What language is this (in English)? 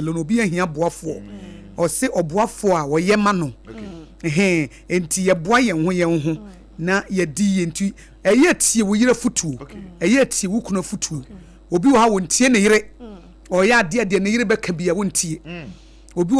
Akan